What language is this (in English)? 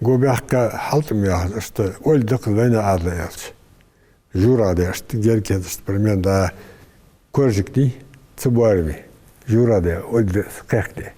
Ingush